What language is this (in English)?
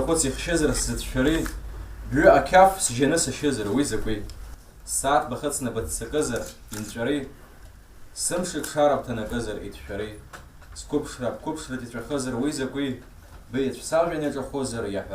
Abkhazian